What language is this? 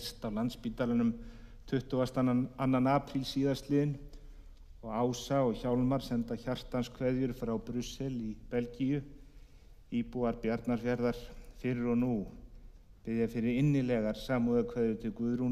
Icelandic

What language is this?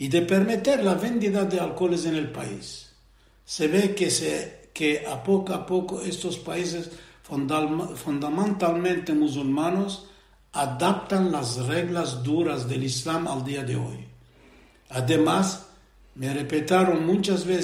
Ladino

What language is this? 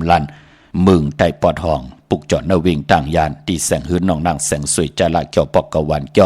Shan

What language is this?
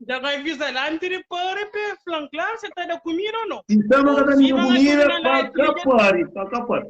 Kabuverdianu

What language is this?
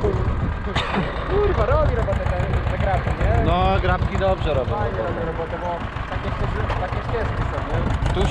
Polish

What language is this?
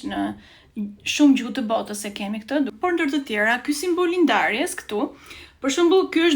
Albanian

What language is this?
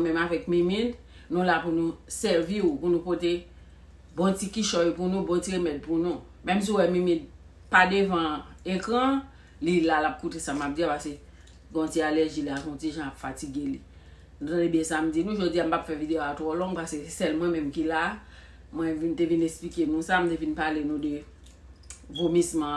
Haitian Creole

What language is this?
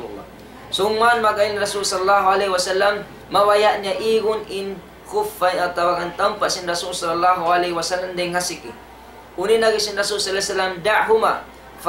Tausug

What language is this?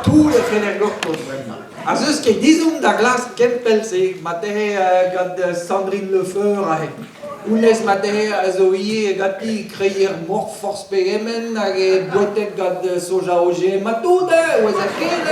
Breton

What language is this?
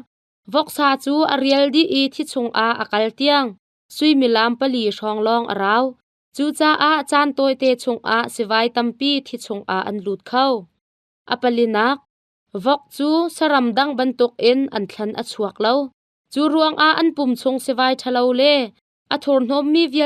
Hakha Chin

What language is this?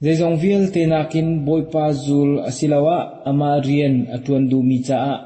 Hakha Chin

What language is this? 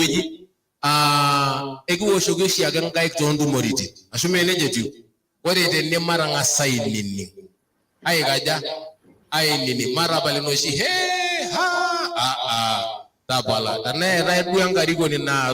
Masai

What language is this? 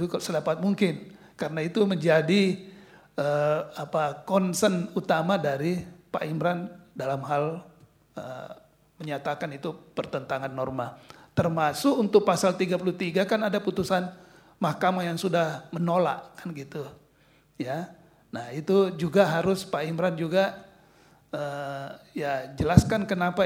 Indonesian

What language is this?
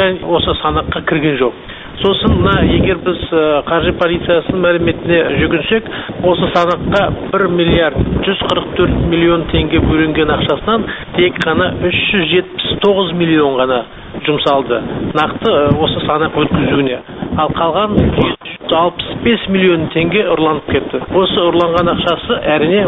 Kazakh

